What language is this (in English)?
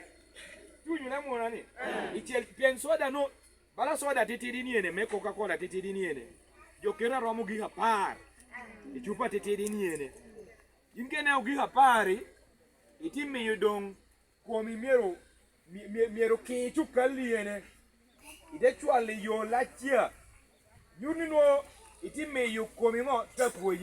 Lango (Uganda)